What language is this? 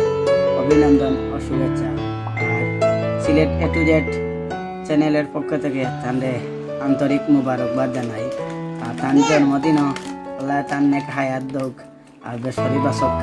Sylheti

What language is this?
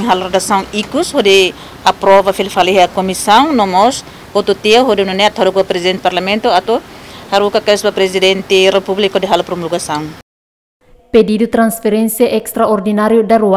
Tetum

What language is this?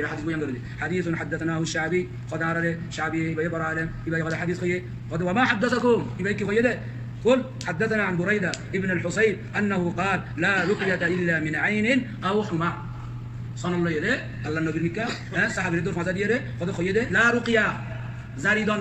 Rohingya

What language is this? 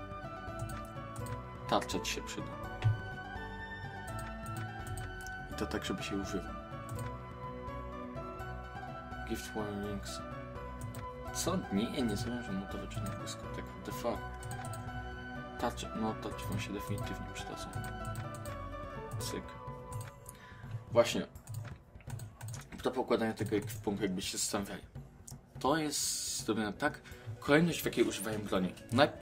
Polish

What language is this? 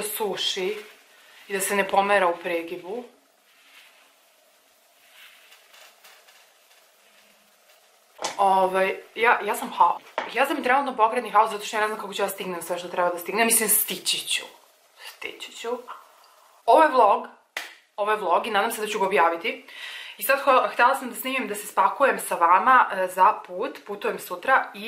Serbian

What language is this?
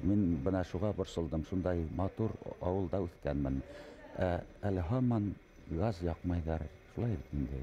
Bashkir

